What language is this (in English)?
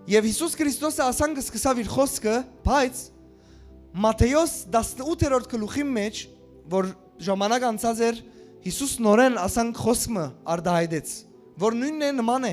Western Armenian